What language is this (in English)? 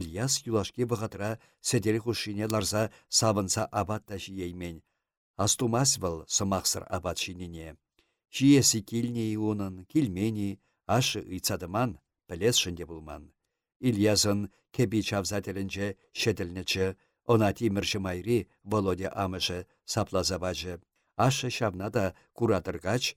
Chuvash